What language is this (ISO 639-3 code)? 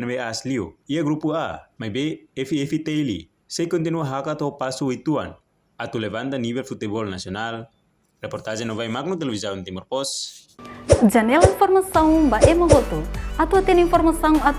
tet